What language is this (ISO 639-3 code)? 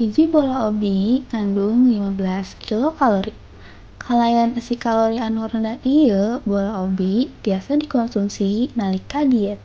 sun